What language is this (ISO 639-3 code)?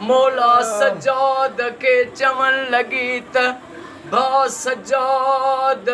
snd